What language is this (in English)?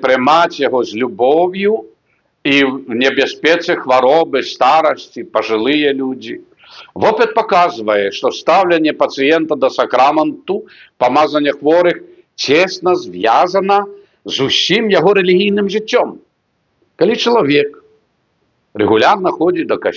Belarusian